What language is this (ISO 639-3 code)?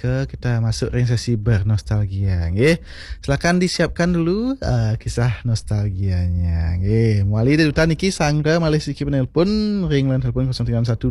ban